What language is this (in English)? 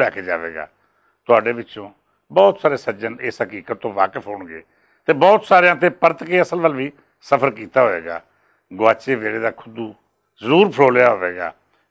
Western Panjabi